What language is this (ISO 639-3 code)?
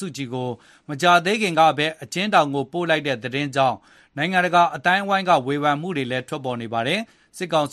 mya